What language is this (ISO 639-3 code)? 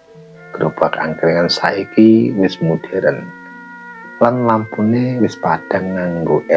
jav